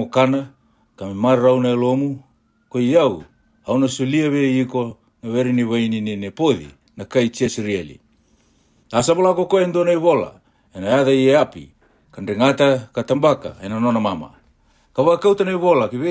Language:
Fijian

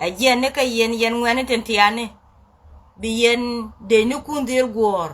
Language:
Nuer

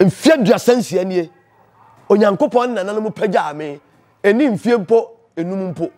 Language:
Akan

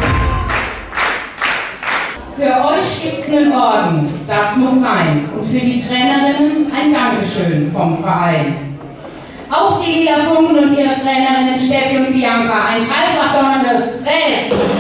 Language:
German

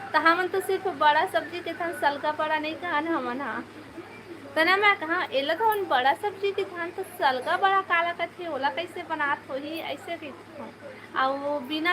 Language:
Chhattisgarhi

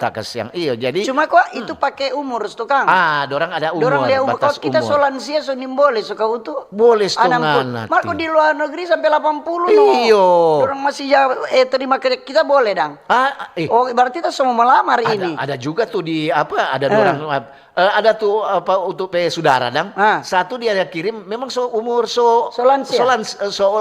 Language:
Manado Malay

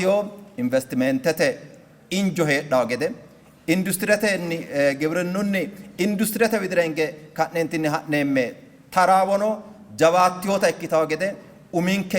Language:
Sidamo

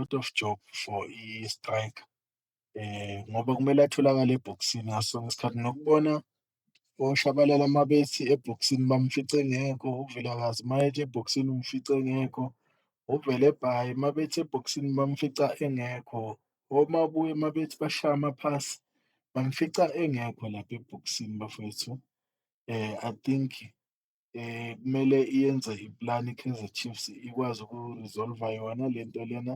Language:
Zulu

